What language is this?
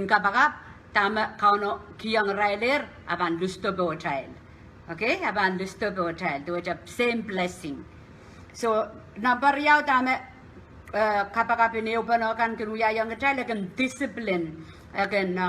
Pohnpeian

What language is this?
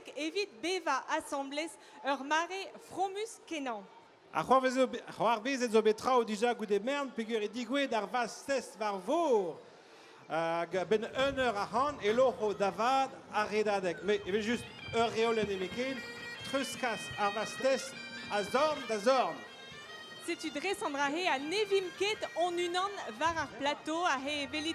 Breton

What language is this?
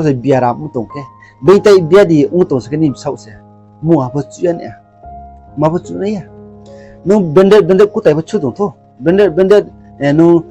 Riang (India)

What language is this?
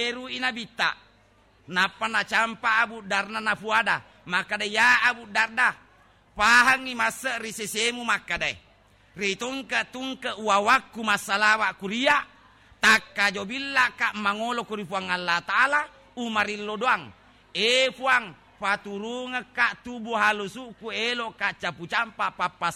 Buginese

